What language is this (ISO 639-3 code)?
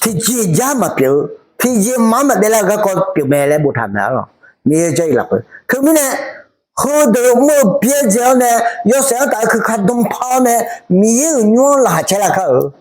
ahk